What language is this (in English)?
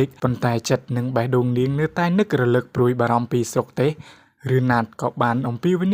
Khmer